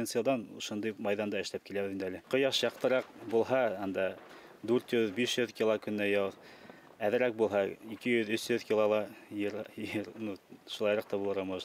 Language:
Bashkir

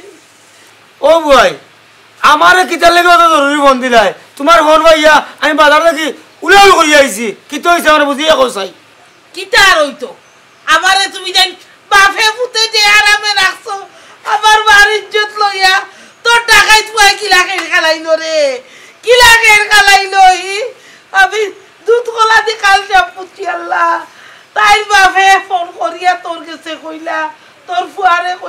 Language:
Sylheti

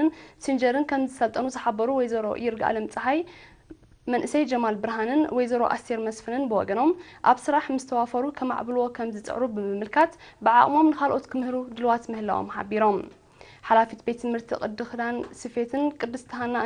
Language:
Tigrinya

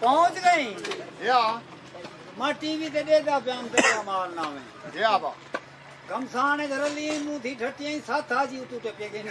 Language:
Saraiki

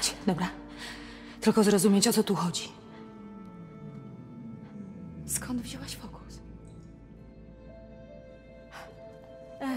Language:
Polish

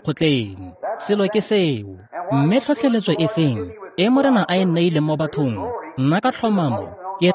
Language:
Tswana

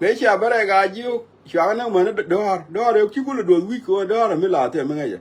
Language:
Nuer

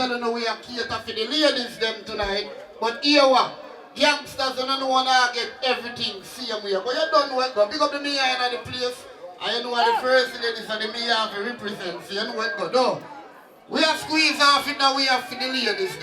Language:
Jamaican Creole English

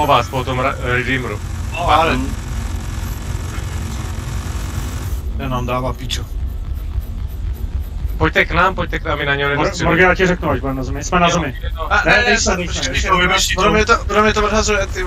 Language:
Czech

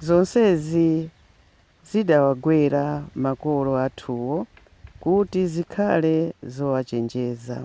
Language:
Nyanja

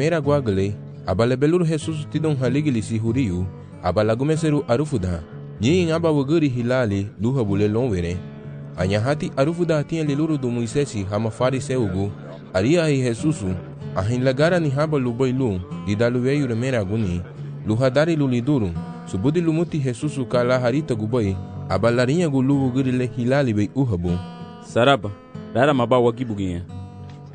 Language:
Garifuna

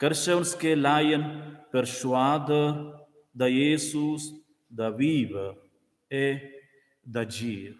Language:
Romansh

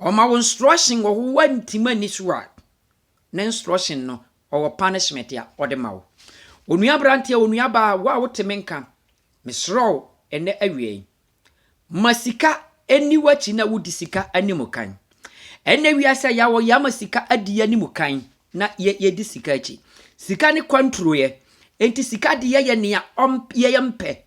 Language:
Akan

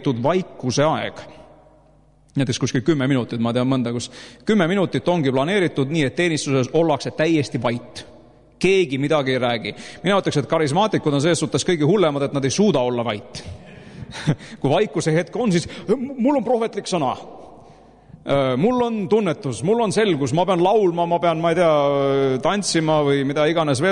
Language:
Estonian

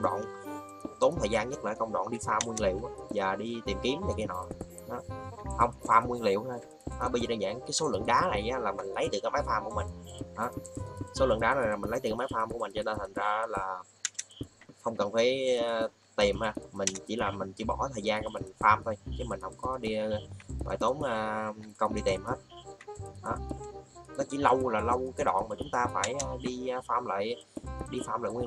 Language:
Vietnamese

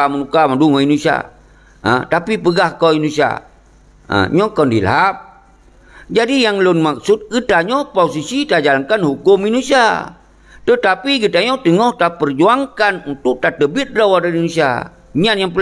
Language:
Achinese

